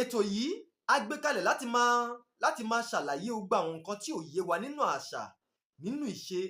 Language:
Yoruba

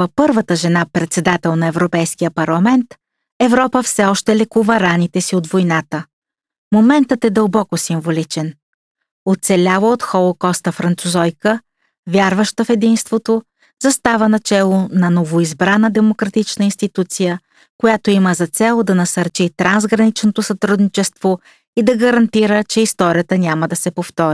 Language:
Bulgarian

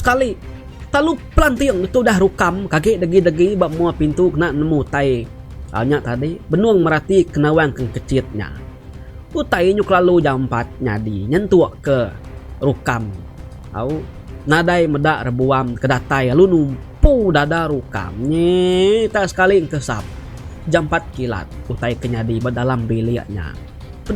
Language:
Iban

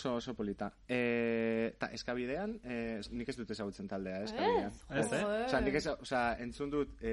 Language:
Basque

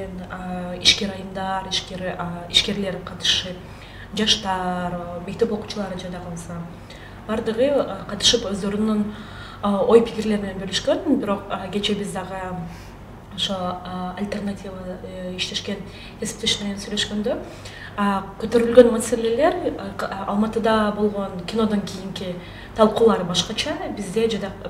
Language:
Kyrgyz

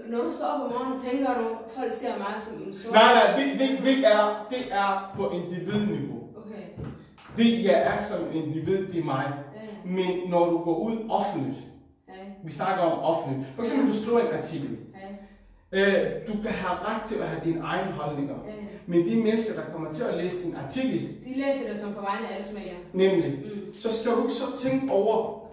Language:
Danish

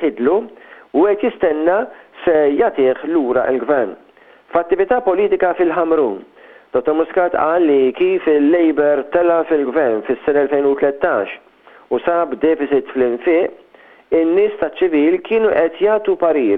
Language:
Maltese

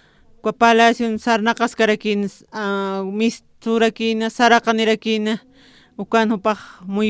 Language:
Aymara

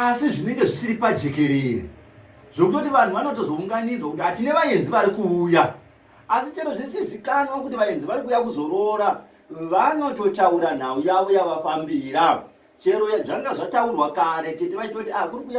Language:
Shona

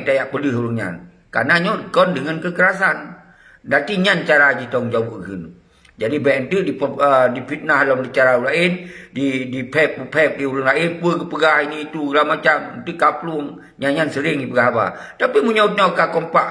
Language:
Achinese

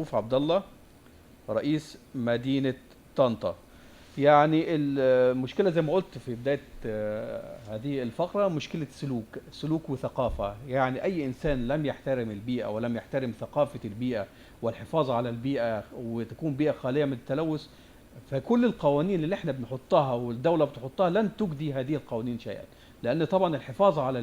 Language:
Egyptian Arabic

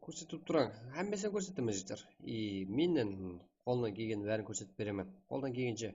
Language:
Kara-Kalpak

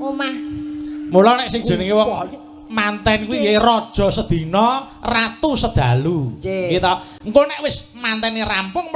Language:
Javanese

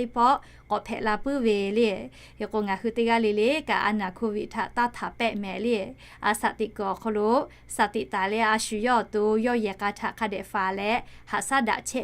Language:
Lahu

